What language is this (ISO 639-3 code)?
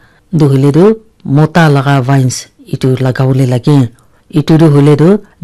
nag